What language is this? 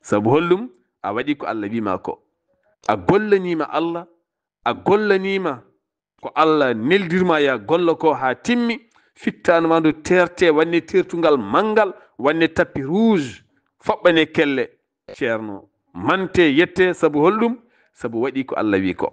Fula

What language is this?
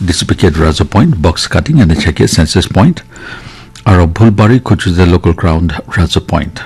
Naga Pidgin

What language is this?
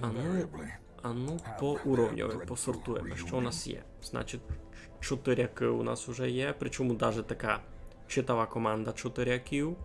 Rusyn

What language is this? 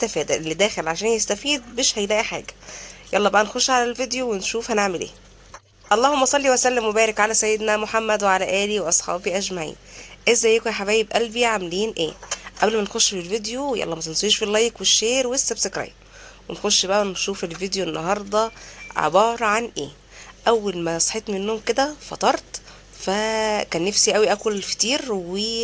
Egyptian Arabic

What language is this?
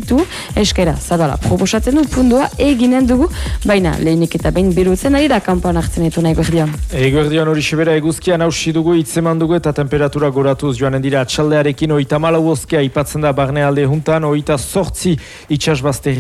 Basque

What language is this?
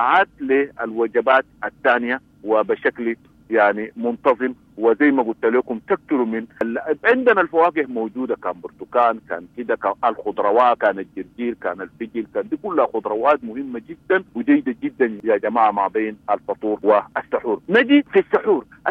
Sudanese Arabic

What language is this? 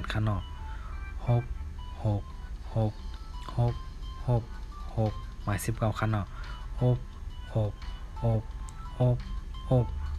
Shan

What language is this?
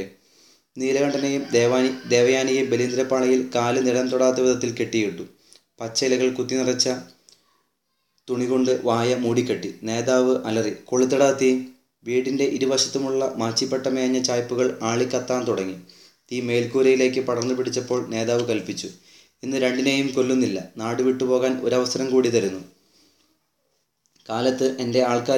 Malayalam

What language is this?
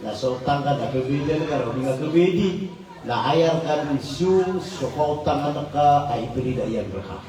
Maranao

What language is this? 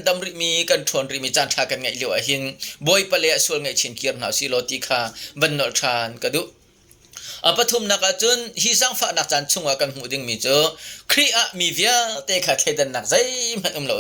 Hakha Chin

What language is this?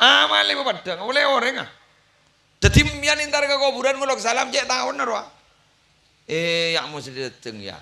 Madurese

